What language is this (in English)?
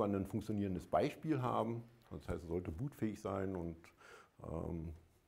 German